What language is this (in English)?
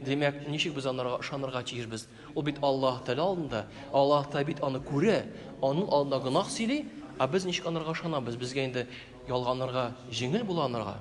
Tatar